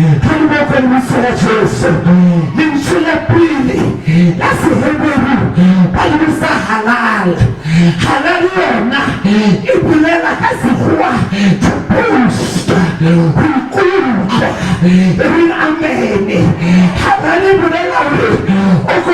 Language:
Southern Sotho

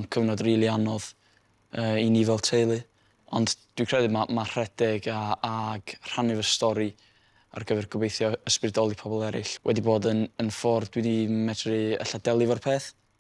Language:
Welsh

